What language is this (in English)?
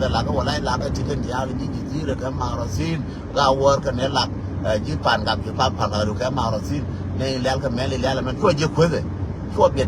Nuer